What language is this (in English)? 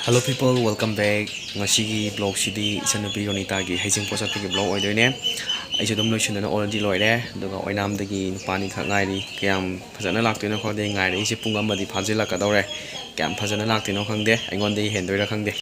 Manipuri